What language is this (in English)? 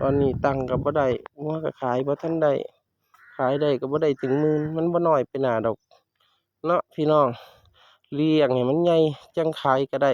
Northeastern Thai